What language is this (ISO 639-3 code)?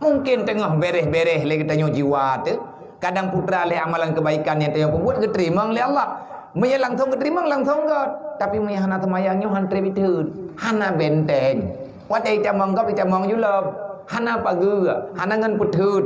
ace